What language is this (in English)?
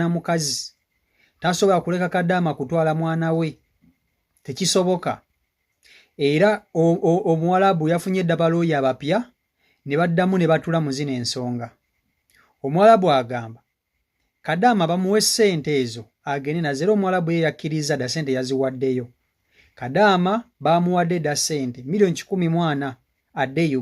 Ganda